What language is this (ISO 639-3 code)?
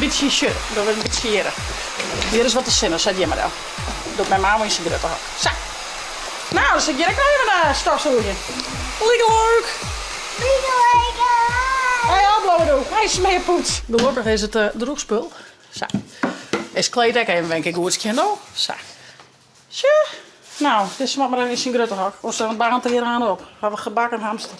fry